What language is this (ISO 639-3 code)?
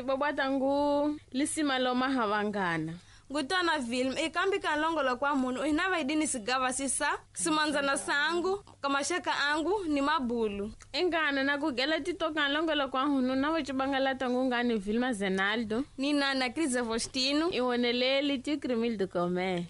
tso